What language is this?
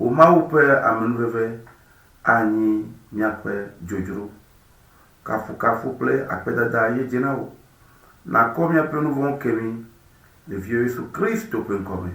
Ewe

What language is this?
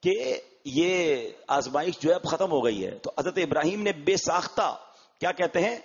Urdu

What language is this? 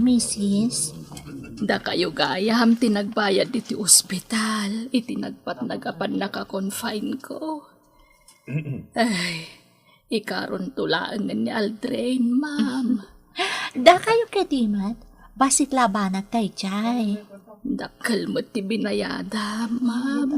Iloko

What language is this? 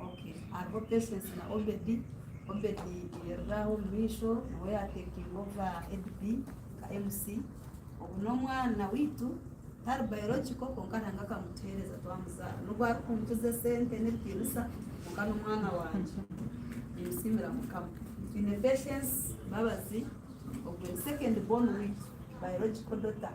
Nyankole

